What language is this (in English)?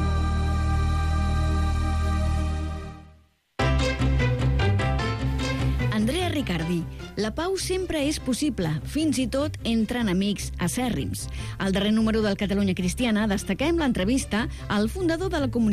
Catalan